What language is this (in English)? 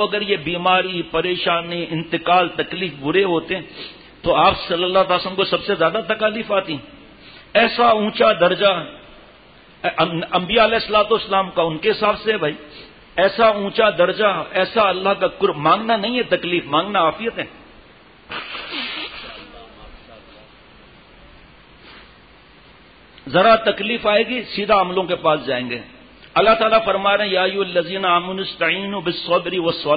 Urdu